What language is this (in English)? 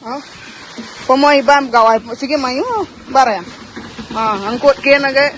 Iban